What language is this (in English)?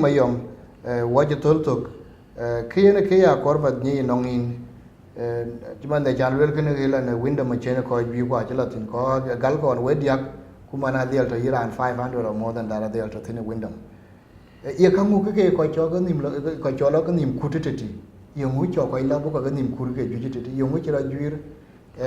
Dinka